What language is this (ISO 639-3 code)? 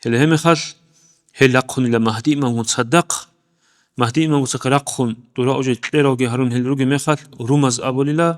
ava